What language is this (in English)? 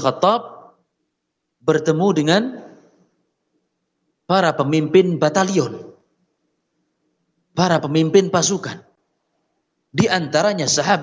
Indonesian